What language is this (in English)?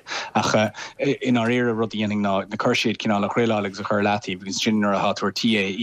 Irish